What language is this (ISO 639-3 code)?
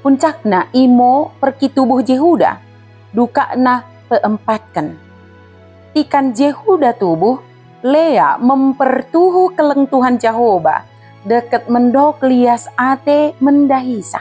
btd